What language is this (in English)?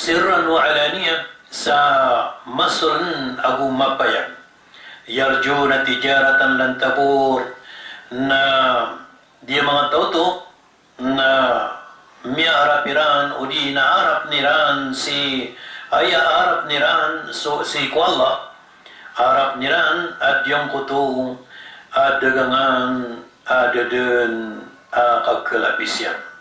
Maranao